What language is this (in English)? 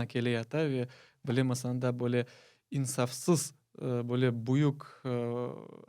Crimean Tatar